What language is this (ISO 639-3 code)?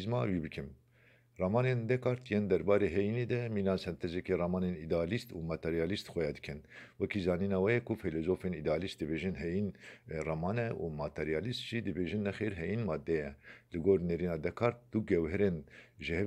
kur